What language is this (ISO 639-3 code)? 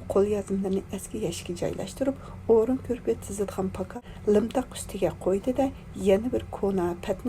uig